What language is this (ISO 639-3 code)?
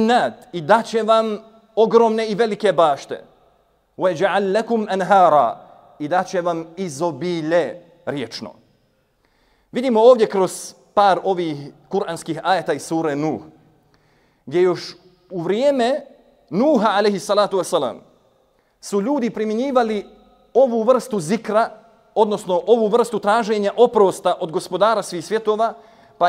bos